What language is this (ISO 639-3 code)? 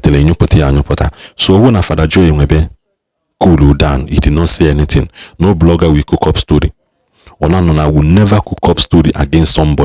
ibo